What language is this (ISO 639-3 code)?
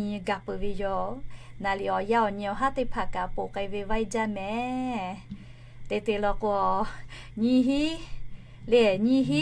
lhu